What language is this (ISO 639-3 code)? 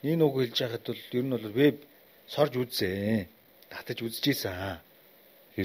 mon